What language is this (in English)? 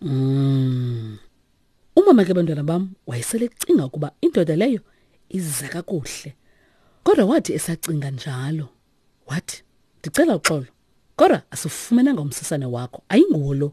Xhosa